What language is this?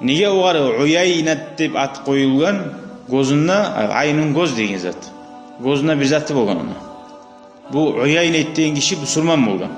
Kumyk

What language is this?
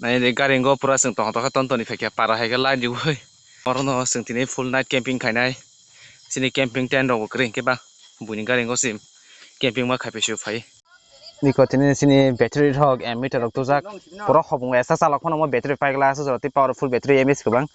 Kok Borok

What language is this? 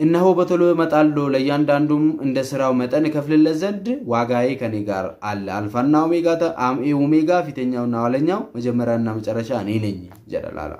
Oromo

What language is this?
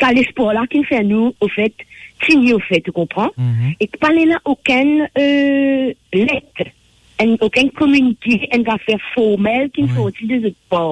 Morisyen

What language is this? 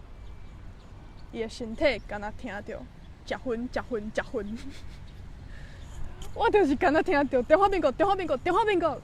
Min Nan Chinese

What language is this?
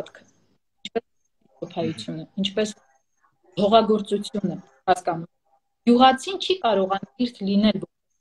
Armenian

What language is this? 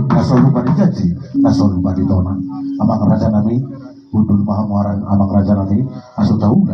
Batak Toba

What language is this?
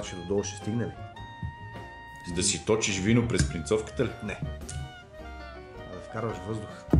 Bulgarian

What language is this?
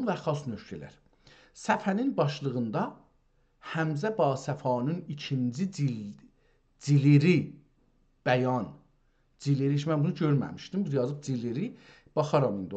South Azerbaijani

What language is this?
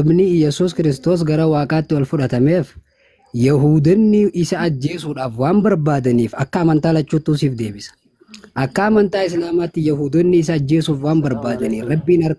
Oromo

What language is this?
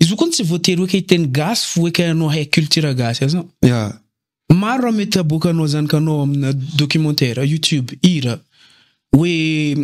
Malagasy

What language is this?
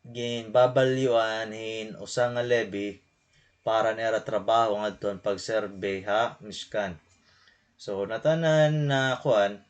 Waray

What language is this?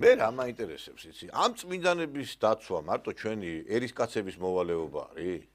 Georgian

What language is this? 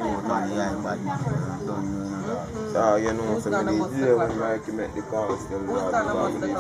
Jamaican Creole English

